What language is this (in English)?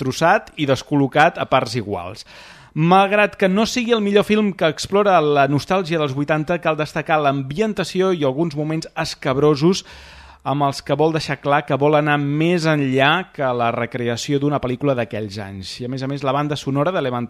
Catalan